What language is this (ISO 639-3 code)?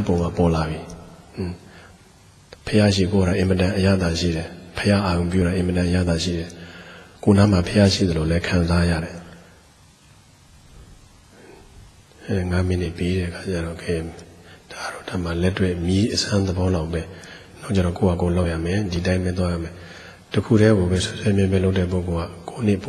mya